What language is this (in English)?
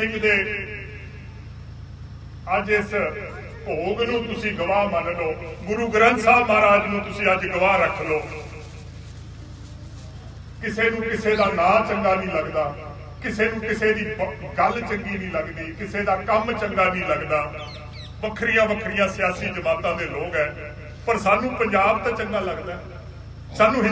Punjabi